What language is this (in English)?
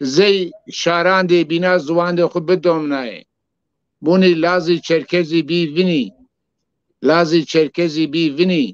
Zaza